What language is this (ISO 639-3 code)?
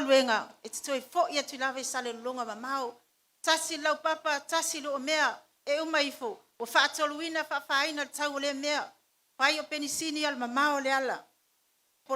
smo